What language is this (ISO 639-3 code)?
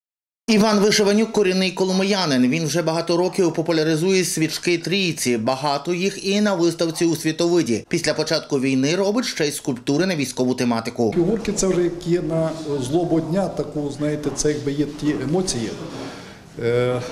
ukr